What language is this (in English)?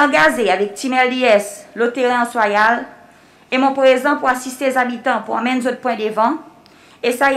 Seselwa Creole French